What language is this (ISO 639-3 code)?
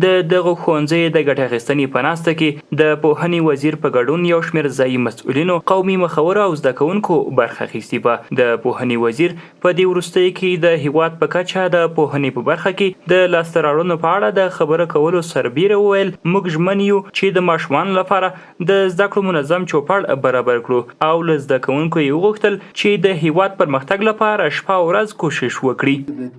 pus